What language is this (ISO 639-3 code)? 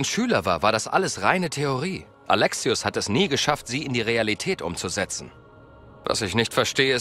deu